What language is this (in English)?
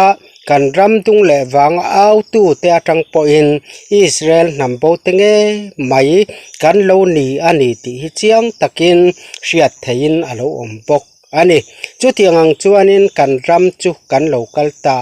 Mizo